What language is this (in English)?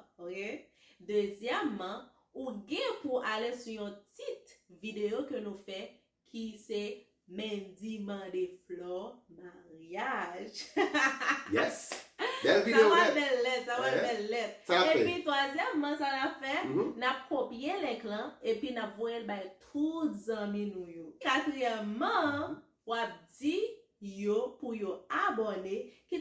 Haitian Creole